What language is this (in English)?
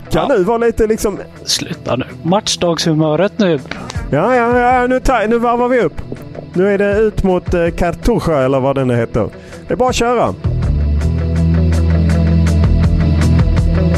Swedish